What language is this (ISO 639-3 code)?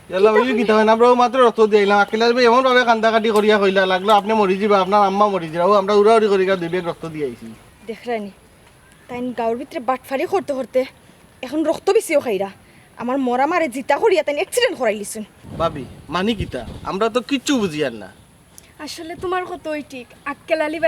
syl